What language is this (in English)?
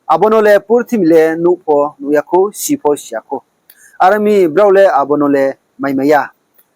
Riang (India)